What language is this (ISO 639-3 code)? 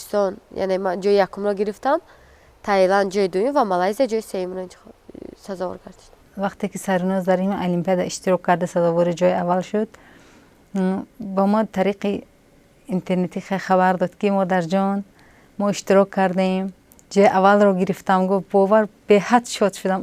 tgk